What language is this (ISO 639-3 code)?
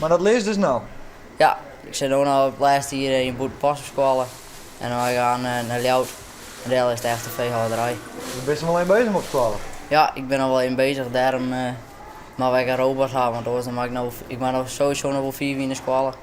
fry